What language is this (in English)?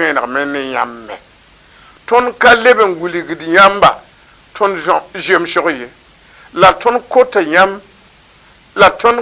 Mossi